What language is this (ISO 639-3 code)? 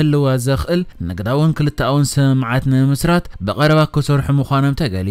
tir